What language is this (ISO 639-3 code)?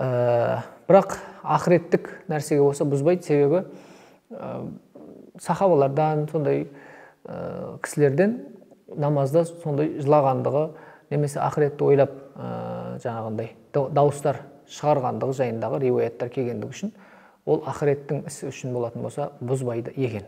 kaz